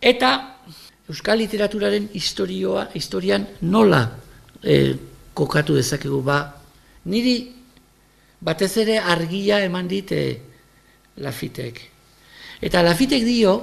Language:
Basque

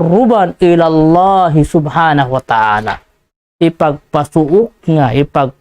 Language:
Tausug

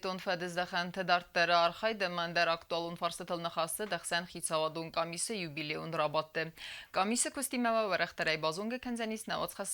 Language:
Ossetic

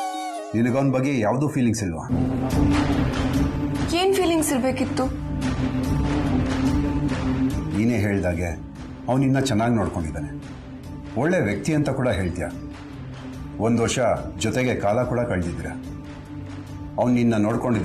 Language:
Kannada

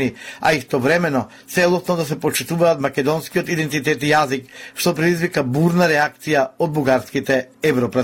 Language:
Macedonian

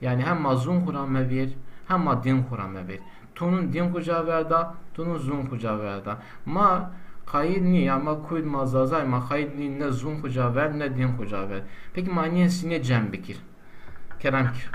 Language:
Zaza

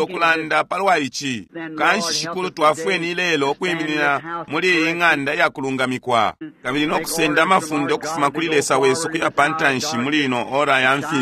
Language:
Bemba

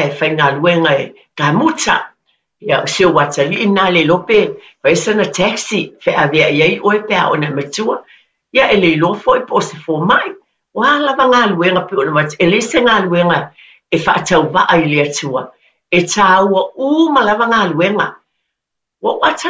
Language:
Samoan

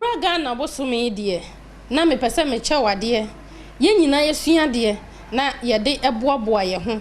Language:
Akan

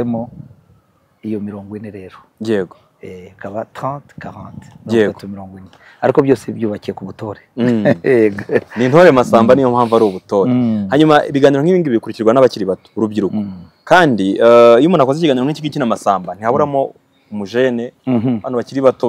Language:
Kinyarwanda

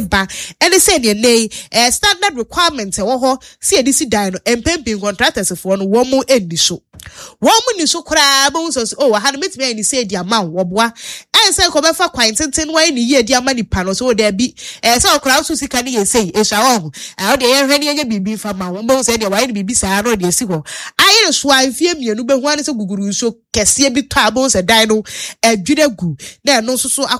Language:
Akan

